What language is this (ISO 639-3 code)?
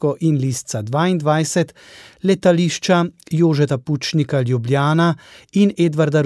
slv